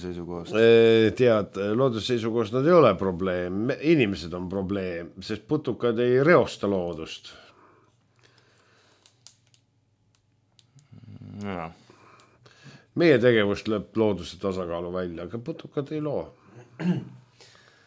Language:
Estonian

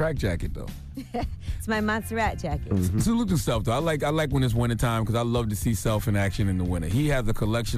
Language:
English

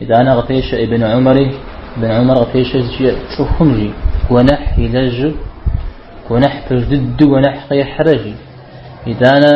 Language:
Kabardian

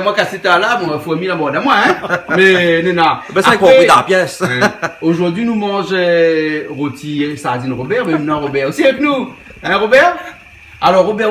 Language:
Réunion Creole French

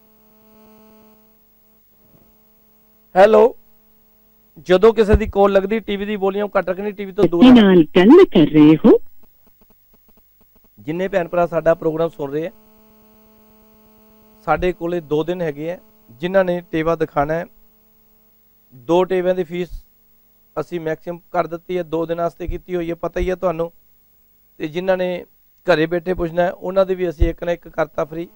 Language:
Punjabi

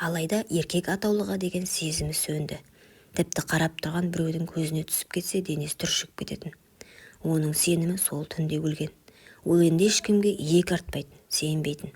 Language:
Kazakh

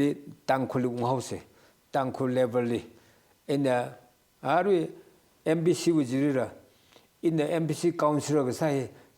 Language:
Tangkhul Naga (India)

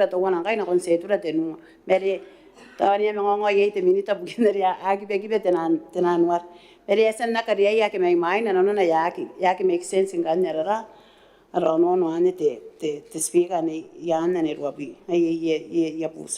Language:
Gilbertese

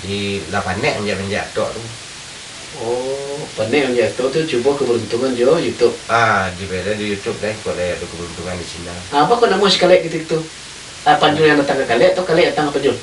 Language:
Minangkabau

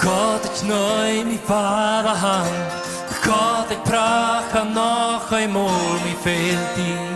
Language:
Plautdietsch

